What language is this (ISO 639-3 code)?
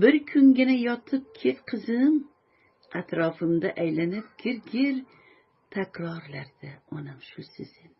uzb